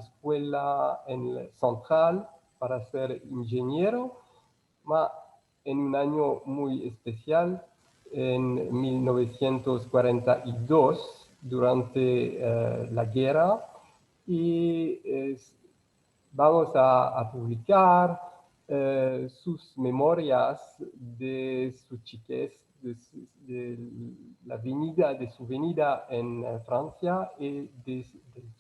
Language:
Ladino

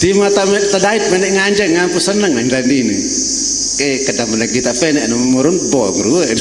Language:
Sasak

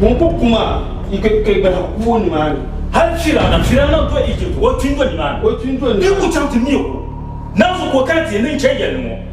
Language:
Dagbani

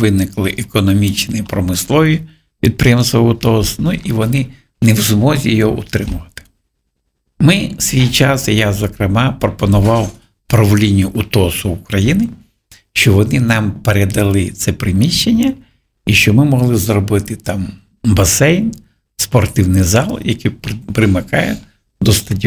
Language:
Ukrainian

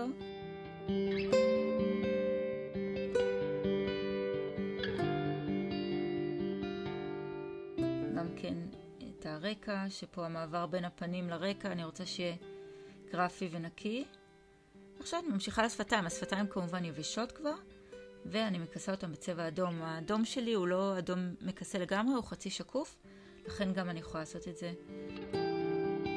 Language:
Hebrew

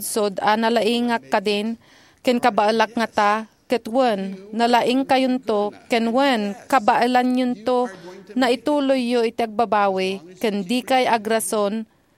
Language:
Iloko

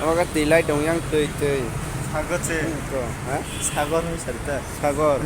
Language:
Kok Borok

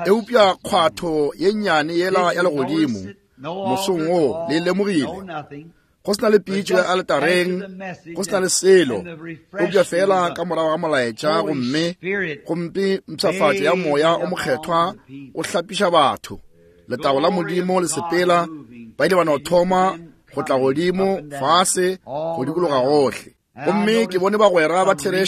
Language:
Northern Sotho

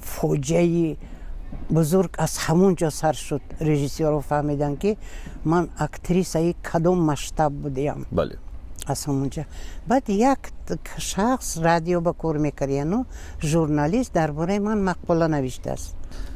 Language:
Tajik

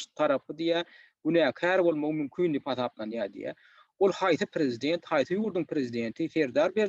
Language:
Turkmen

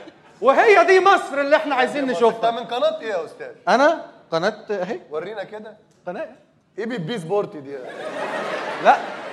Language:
Egyptian Arabic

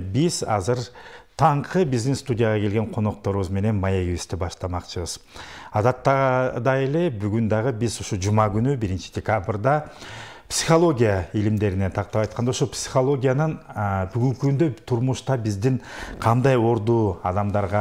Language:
Kyrgyz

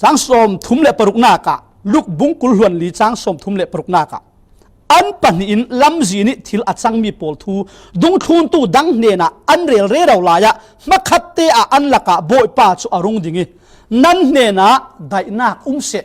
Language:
Falam Chin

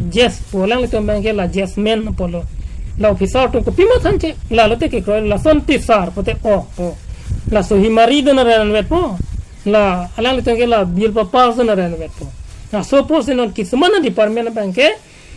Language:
Karbi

